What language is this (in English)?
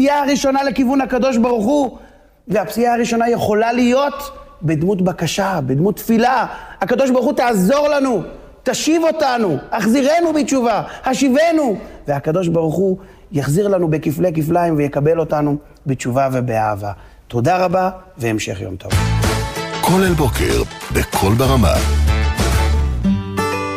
Hebrew